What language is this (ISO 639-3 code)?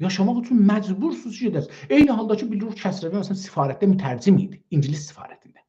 azb